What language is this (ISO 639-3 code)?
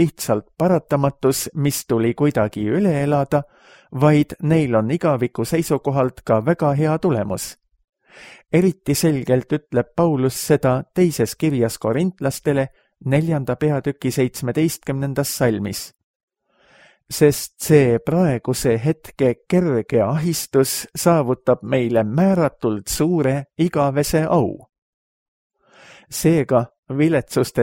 est